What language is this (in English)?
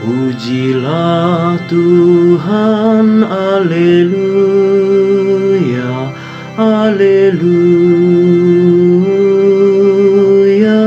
Batak Karo